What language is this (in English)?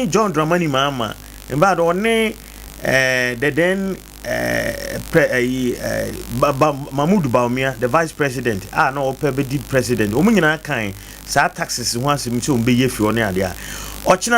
Akan